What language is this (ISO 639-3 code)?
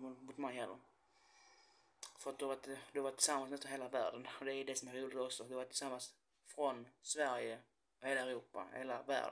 swe